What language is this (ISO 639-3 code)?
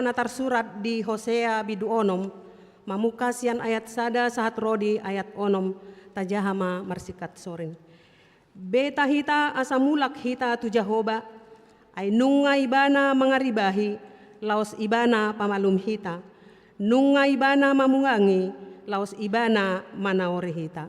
bbc